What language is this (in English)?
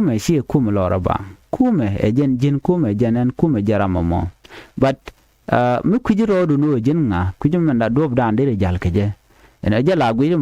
Nuer